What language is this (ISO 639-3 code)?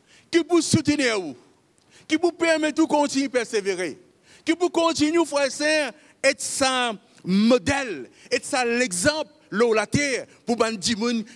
mfe